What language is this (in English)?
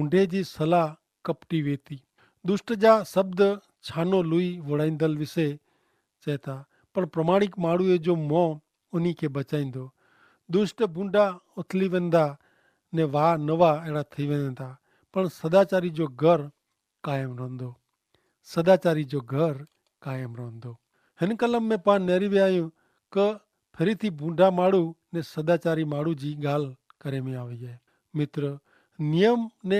Kachhi